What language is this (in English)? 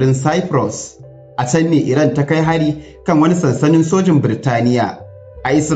Hausa